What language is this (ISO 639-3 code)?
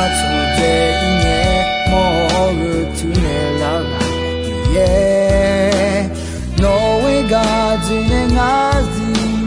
ahk